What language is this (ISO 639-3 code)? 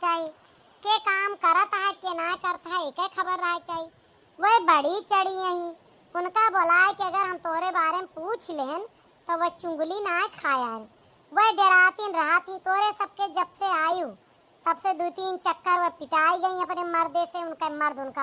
awa